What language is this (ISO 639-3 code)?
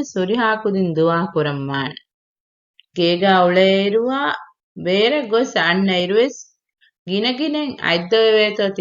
div